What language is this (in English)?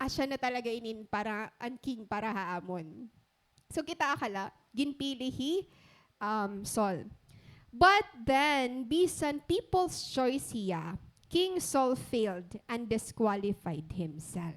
Waray